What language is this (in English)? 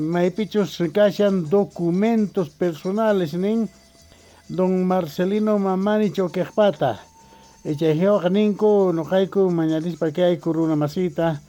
Quechua